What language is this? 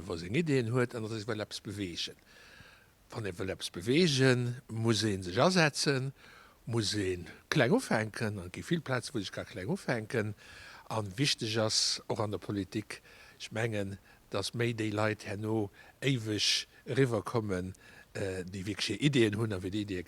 Luxembourgish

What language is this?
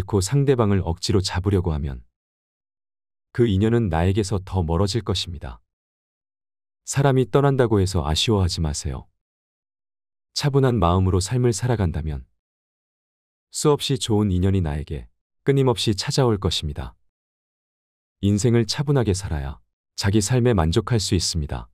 Korean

